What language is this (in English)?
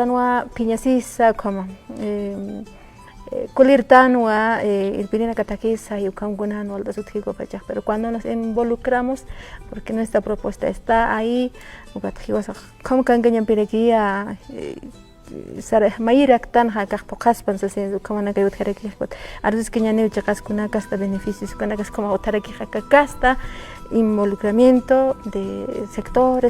Aymara